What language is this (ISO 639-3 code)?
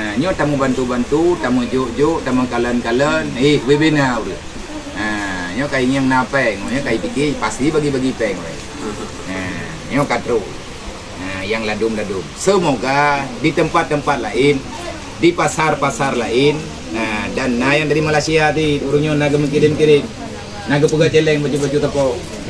ace